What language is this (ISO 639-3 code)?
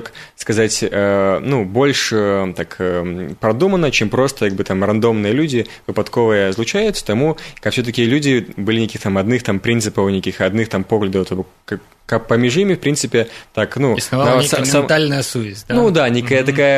bel